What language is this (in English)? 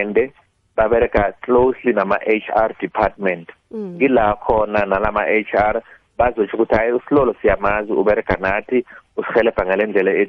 South Ndebele